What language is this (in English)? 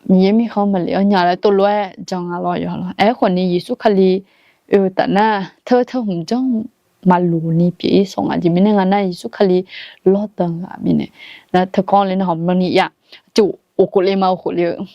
Akha